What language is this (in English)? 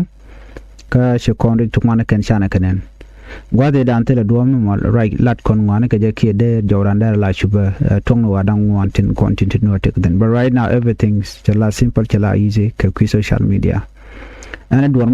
Nuer